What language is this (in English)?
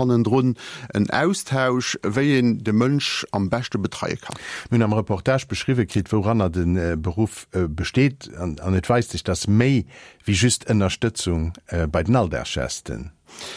Luxembourgish